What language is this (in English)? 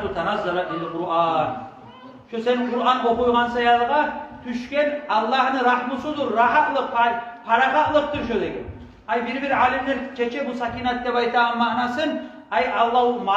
Kumyk